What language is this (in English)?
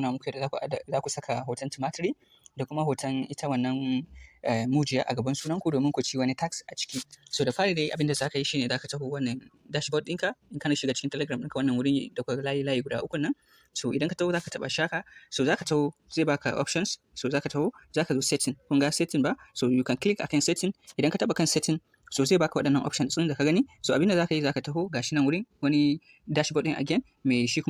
Hausa